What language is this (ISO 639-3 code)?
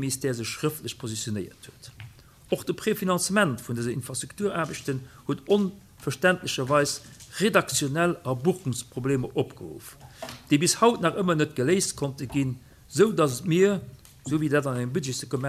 ltz